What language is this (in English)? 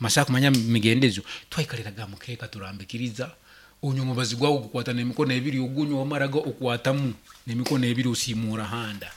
Nyankole